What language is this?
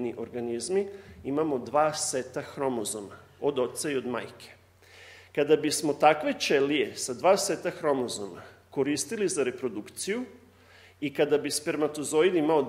Serbian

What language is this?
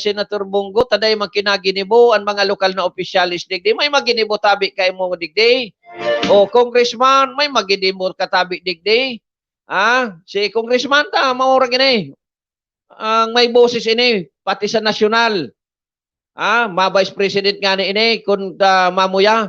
Bikol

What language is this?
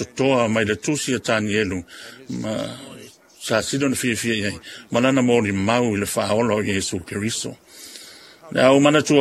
Samoan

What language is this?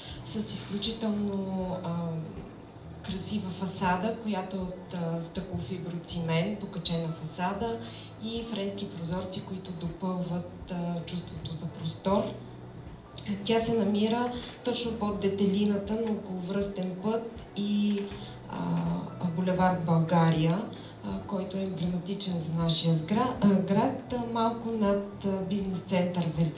Bulgarian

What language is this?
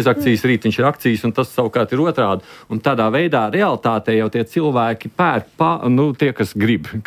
Latvian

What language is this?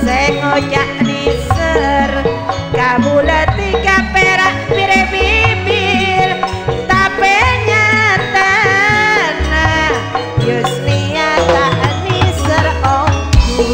Madurese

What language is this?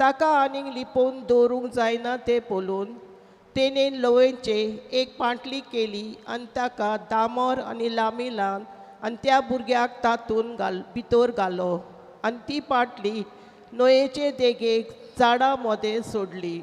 Konkani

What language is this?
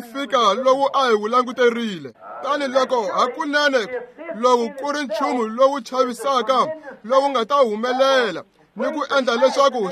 Tsonga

